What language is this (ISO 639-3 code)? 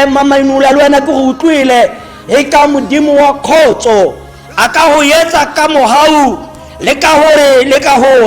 tsn